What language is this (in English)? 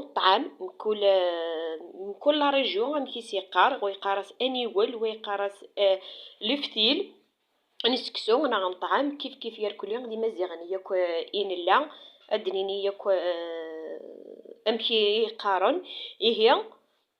Kabyle